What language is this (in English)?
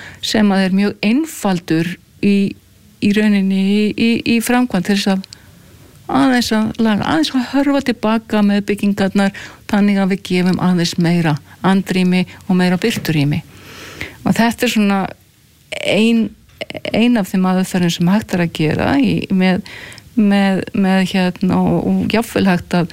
Icelandic